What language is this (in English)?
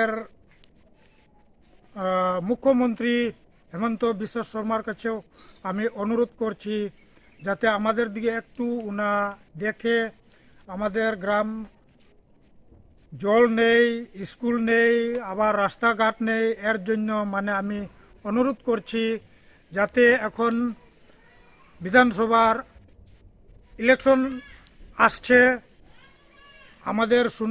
Bangla